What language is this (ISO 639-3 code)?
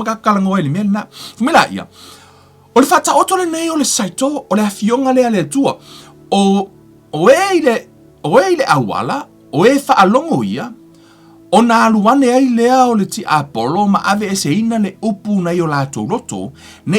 smo